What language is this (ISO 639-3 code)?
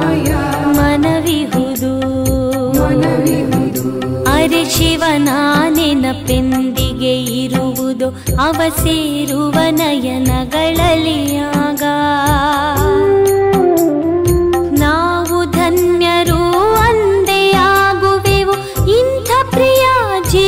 kan